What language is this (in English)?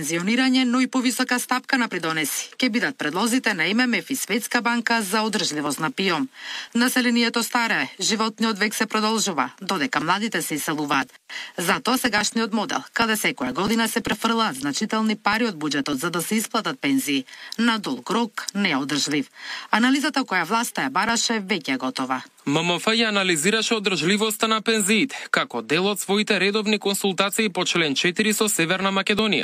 Macedonian